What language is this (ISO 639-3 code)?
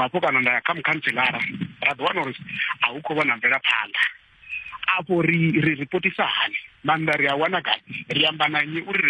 ven